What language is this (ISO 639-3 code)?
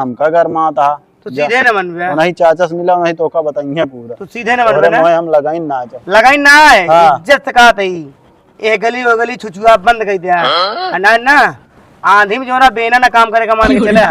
awa